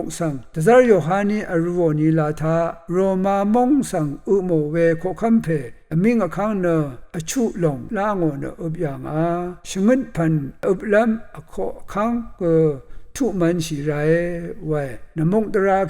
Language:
Rawang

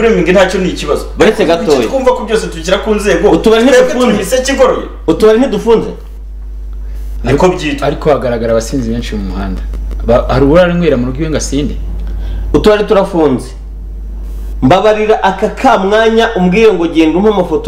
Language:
Kinyarwanda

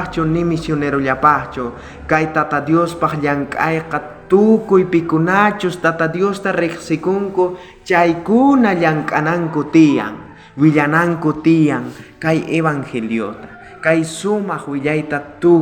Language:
South Bolivian Quechua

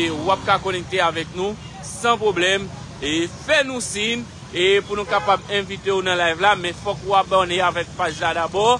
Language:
Haitian Creole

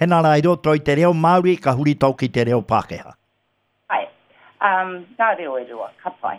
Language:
Māori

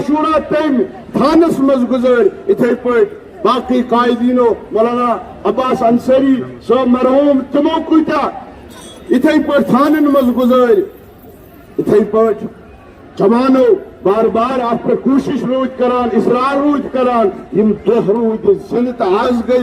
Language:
Kashmiri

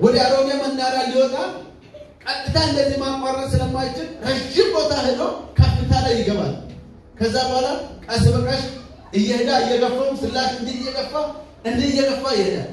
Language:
Amharic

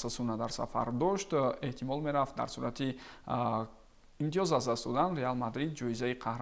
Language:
Tajik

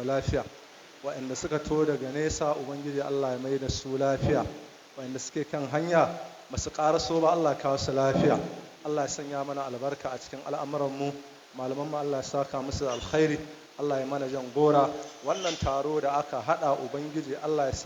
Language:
Hausa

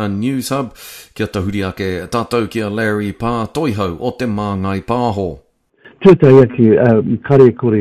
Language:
Māori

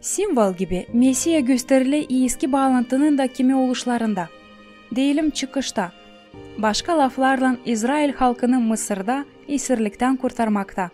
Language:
Gagauz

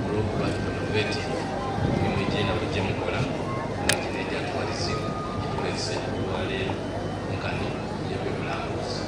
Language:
Soga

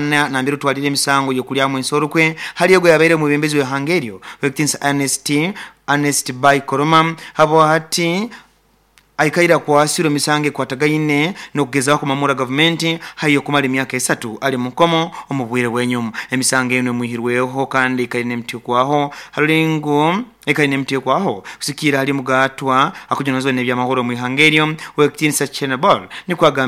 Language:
Nyoro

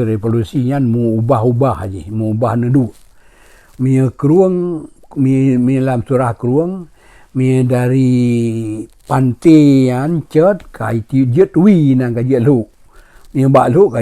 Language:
Achinese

